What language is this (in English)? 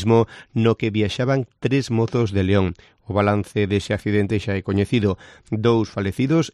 Galician